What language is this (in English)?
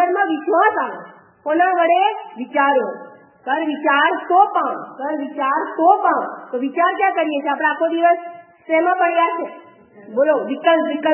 Gujarati